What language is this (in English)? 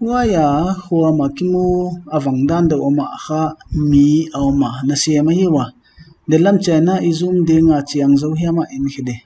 Paite Chin